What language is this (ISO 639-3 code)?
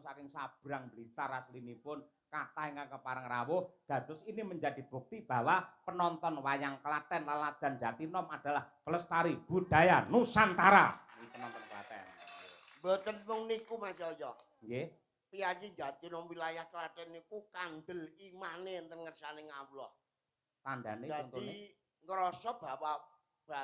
jav